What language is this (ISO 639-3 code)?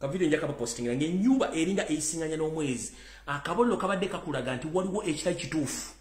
lug